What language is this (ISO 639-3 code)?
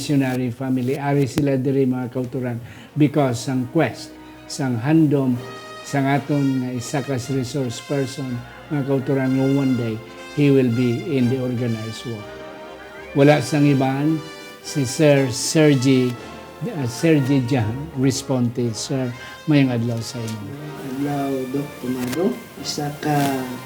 hil